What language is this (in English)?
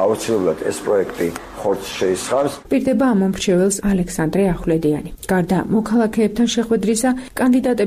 Georgian